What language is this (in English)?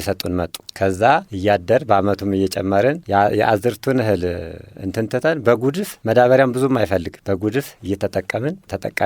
Amharic